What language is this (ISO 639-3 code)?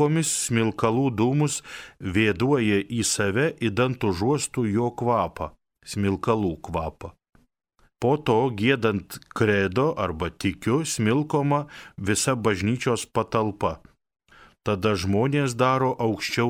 lit